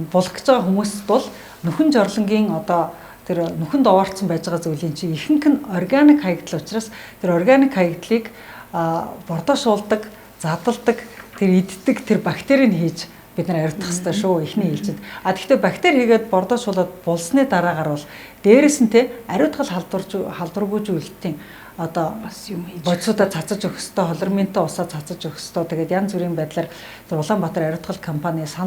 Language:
Mongolian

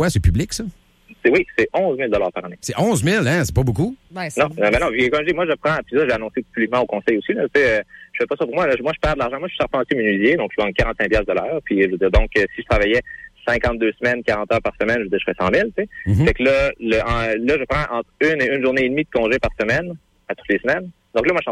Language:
French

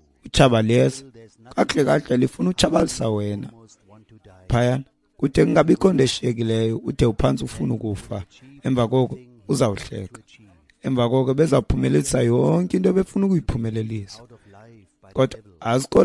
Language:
Xhosa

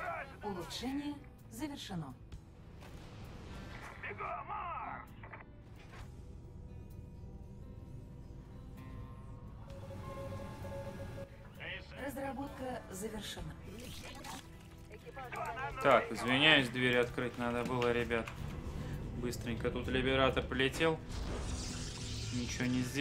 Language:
Russian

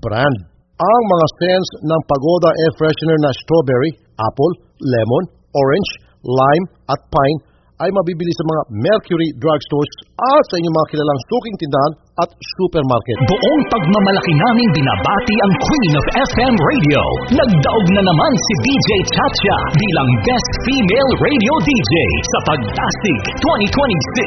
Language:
Filipino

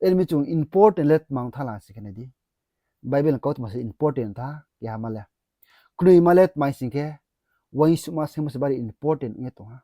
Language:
Riang (India)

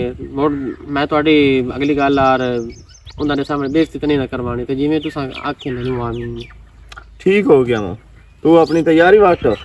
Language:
Western Panjabi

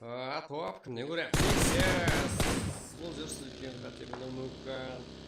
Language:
Kara-Kalpak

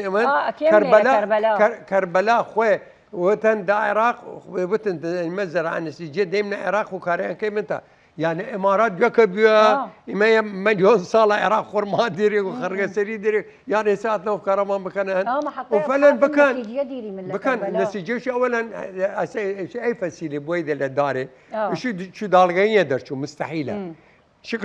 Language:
Southern Kurdish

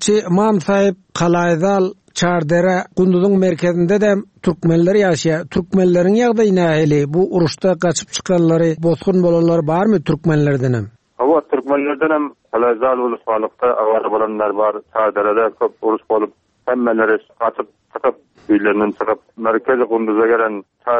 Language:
Turkmen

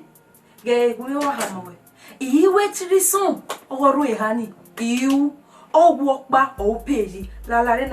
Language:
Bini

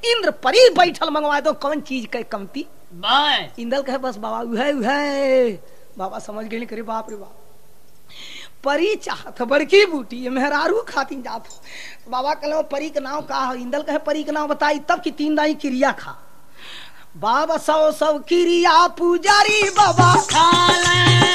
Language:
Bhojpuri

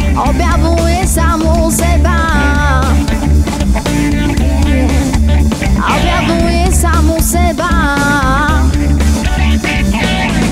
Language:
Slovak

